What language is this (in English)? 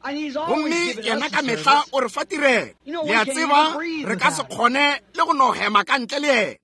Northern Sotho